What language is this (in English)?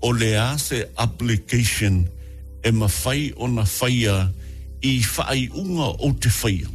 Samoan